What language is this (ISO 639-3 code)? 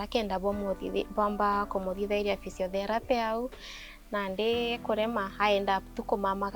mer